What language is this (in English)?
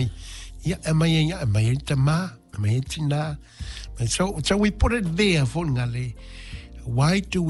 Samoan